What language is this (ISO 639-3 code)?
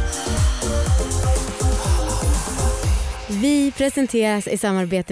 swe